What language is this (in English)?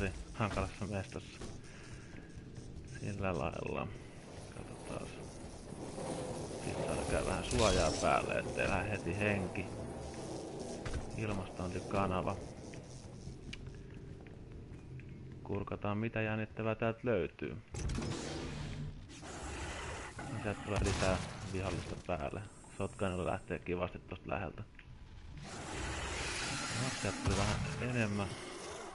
Finnish